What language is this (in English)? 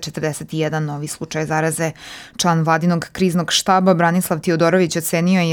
Serbian